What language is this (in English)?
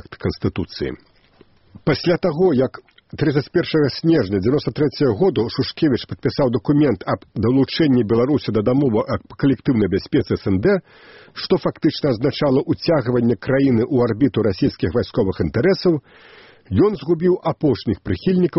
Belarusian